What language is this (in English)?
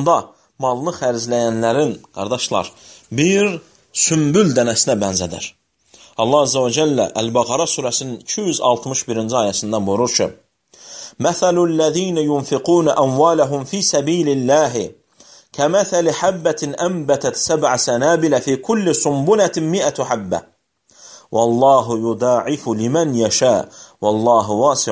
Azerbaijani